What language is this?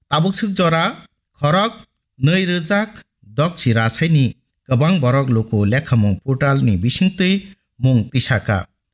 Kok Borok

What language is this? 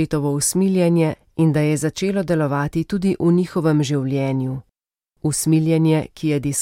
Slovenian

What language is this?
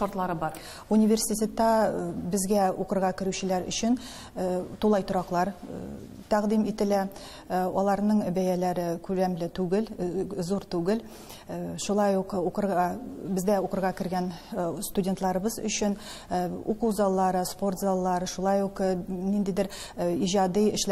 Tatar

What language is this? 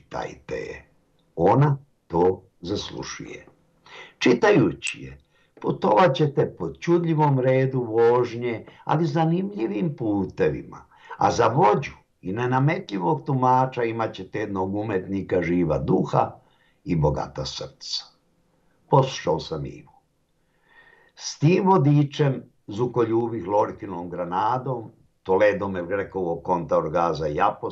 Bosnian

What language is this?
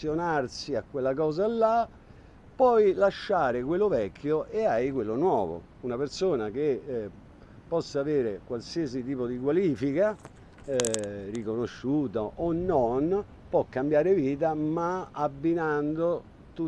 Italian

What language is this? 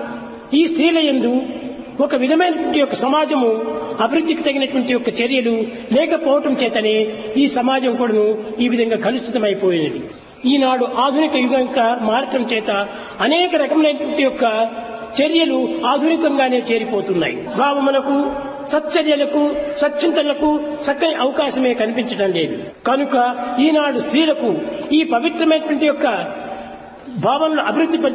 Telugu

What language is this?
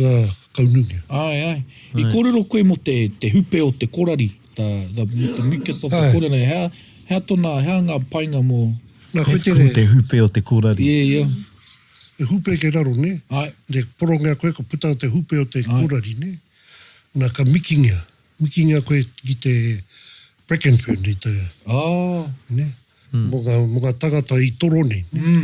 Māori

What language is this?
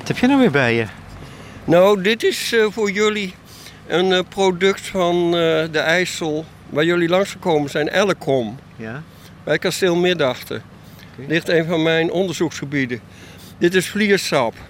Dutch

